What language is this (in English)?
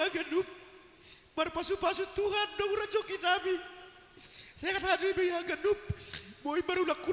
Batak Simalungun